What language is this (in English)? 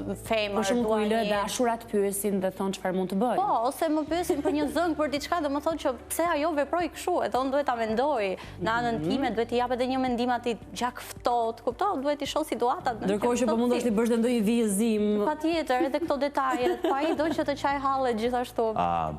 Albanian